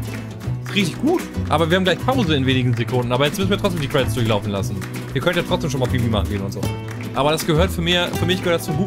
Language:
German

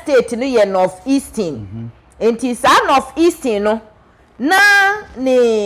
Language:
Akan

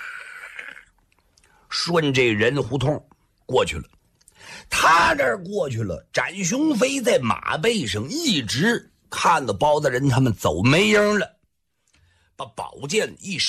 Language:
Chinese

